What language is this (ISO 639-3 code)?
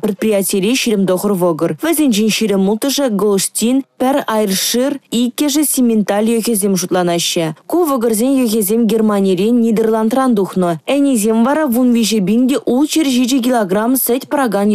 chv